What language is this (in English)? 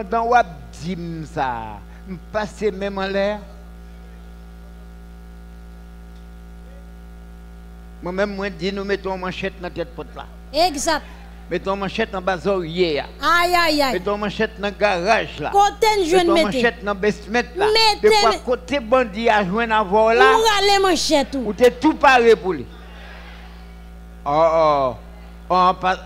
French